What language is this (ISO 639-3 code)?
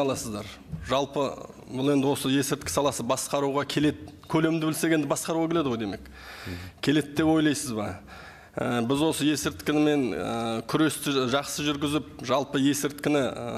kaz